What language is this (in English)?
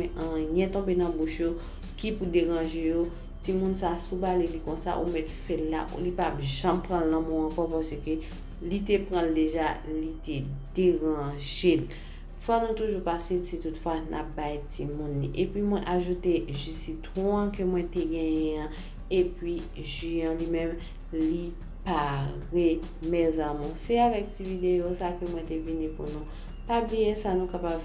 Haitian Creole